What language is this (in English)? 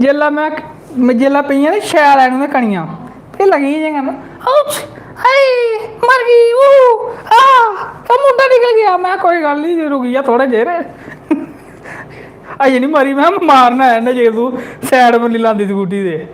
Dogri